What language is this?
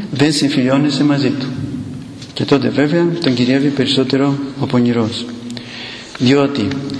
Greek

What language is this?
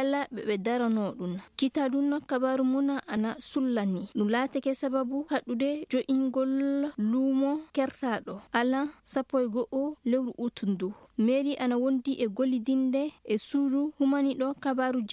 Maasina Fulfulde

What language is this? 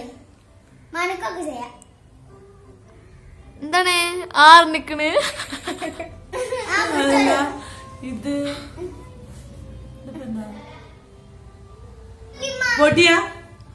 Malayalam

